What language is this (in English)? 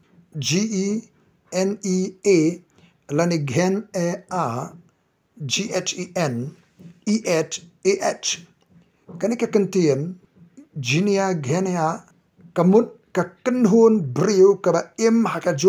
Khasi